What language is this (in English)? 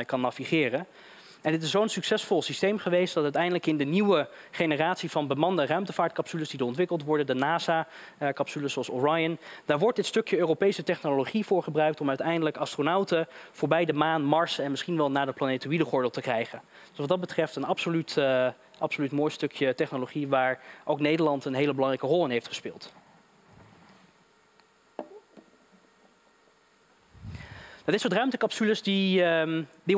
Dutch